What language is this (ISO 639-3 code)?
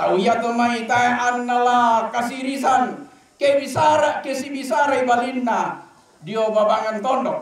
sda